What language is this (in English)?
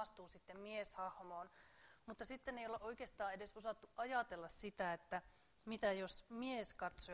Finnish